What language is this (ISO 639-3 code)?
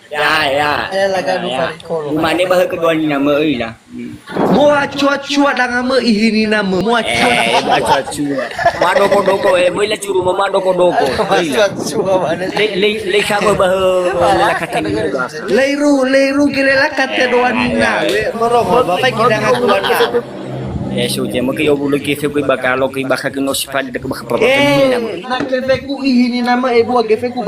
nia